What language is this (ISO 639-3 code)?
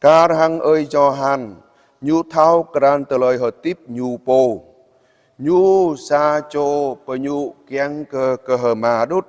jra